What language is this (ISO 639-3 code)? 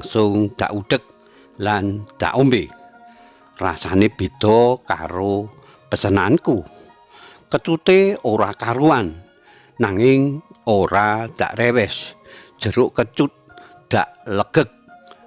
jav